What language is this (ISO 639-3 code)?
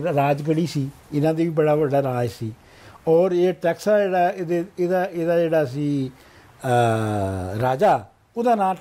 pan